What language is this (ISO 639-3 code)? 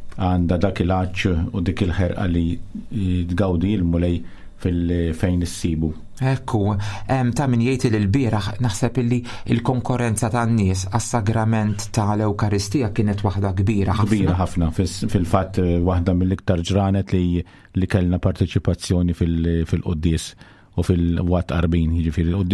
mlt